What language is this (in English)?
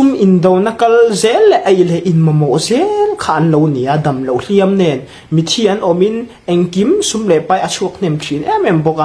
Hmar